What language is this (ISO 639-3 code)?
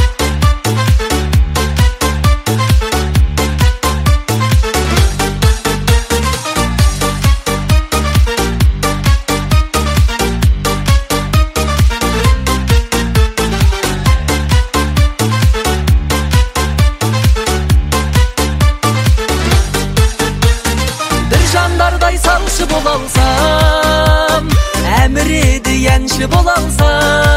kaz